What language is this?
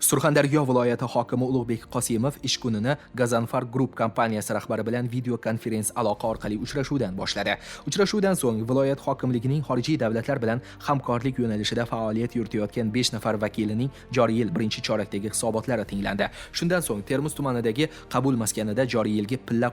Uzbek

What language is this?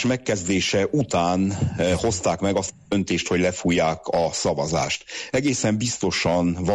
Hungarian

